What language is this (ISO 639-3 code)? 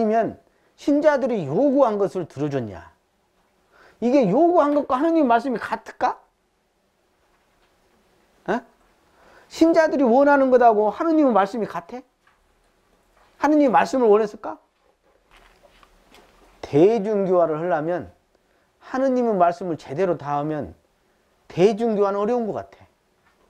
kor